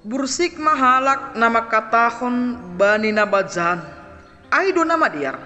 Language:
Batak Simalungun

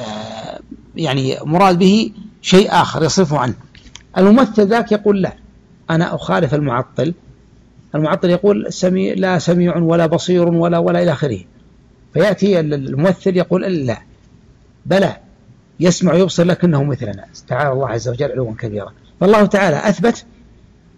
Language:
Arabic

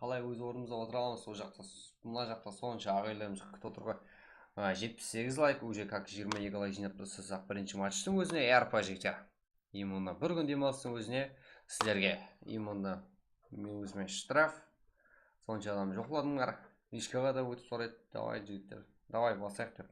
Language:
Kara-Kalpak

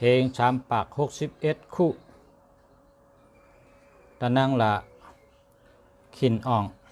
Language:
Shan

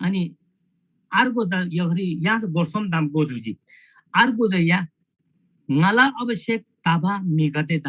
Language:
Eastern Tamang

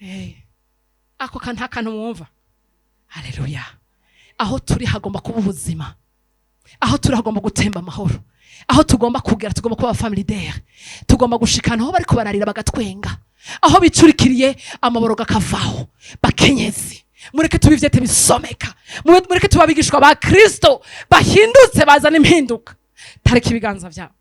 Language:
Rundi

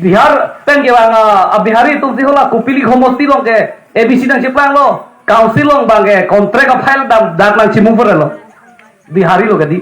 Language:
Karbi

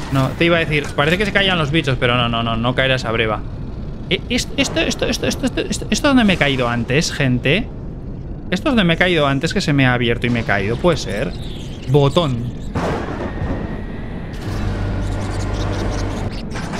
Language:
Spanish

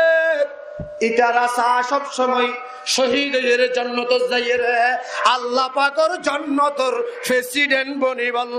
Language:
Rohingya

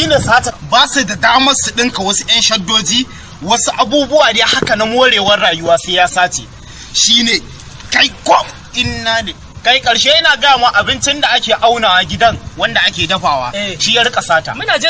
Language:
Hausa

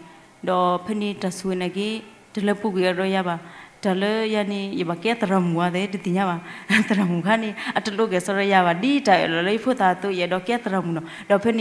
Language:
S'gaw Karen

